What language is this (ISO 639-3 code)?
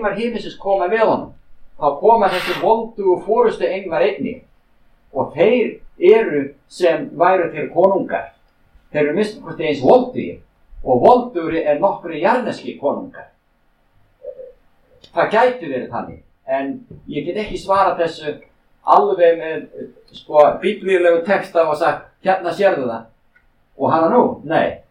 isl